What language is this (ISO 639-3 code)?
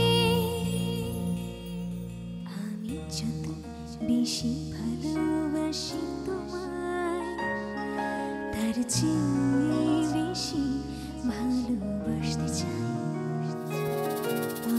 ben